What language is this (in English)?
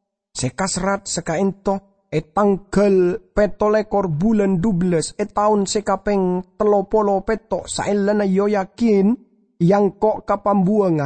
Madurese